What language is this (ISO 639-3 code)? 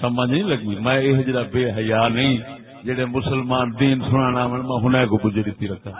skr